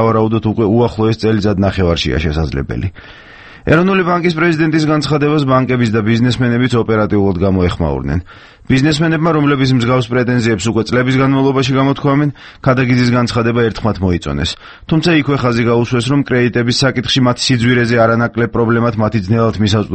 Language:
Georgian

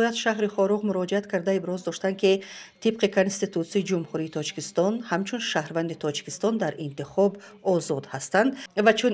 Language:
Tajik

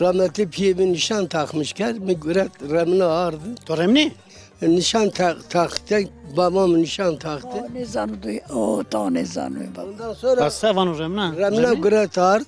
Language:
Zaza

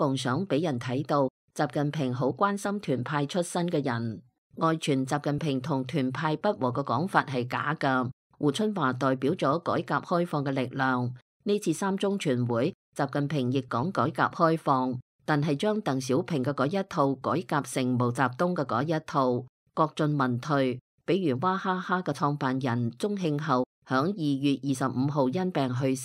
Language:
Cantonese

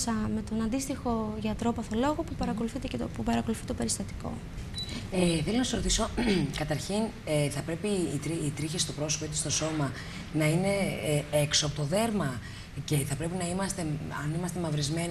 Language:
Greek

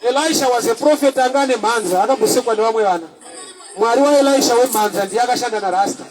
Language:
Shona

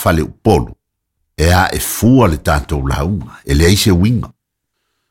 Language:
Samoan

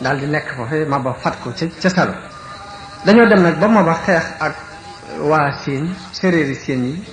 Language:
Wolof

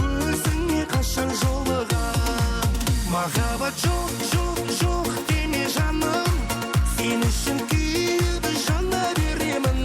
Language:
Kara-Kalpak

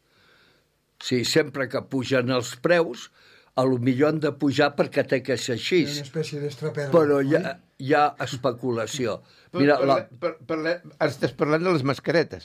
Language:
Catalan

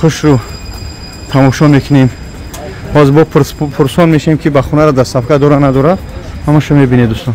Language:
Tajik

